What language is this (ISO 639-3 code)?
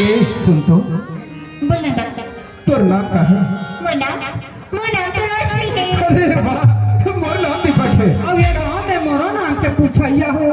hne